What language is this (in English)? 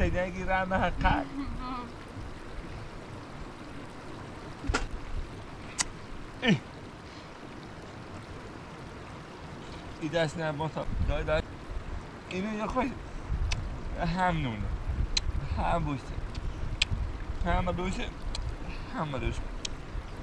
Persian